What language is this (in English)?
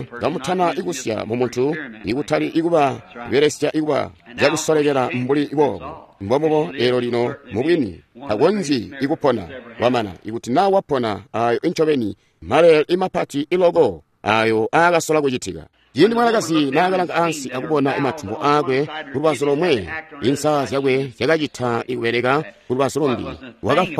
Tonga (Zambia)